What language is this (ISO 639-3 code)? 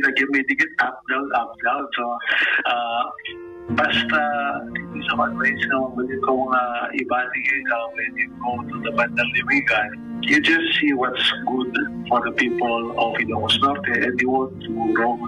ilo